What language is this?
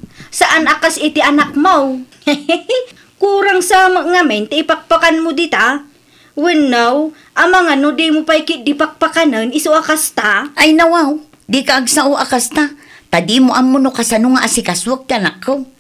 Iloko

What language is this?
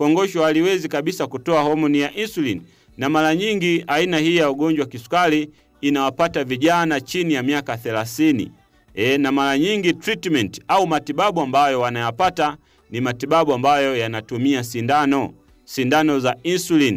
Swahili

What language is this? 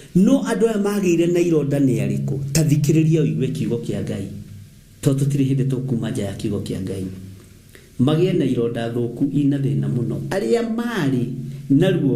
Kikuyu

